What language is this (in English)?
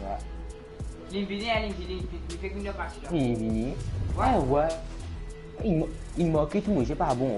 Morisyen